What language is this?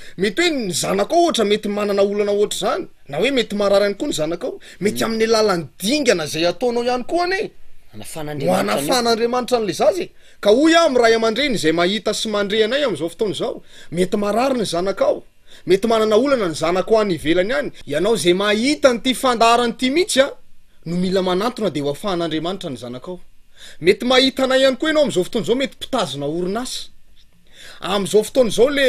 Malagasy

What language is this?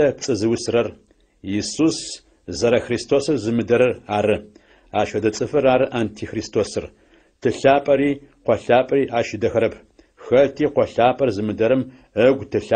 Adyghe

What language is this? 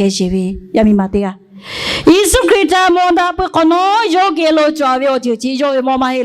Lahu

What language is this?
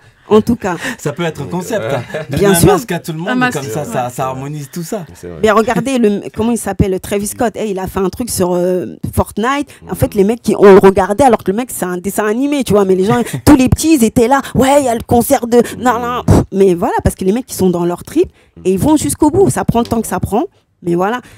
French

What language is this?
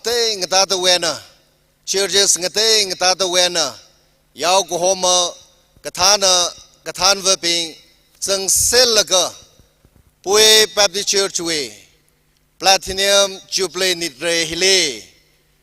Tangkhul Naga (India)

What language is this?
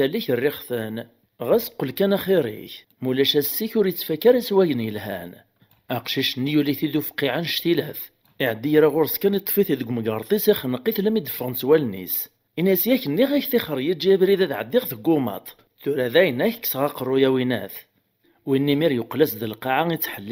Kabyle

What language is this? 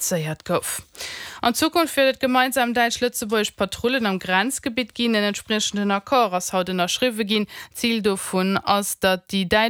Luxembourgish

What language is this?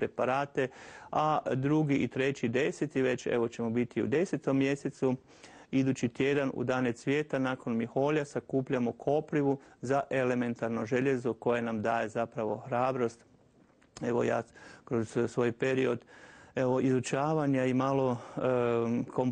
Croatian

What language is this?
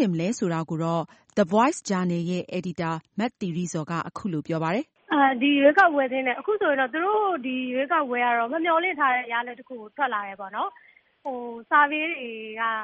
Burmese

